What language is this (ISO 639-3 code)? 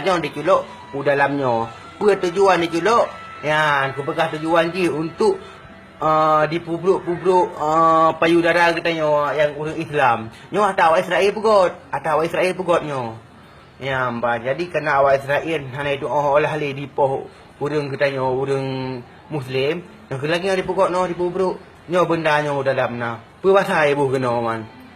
ace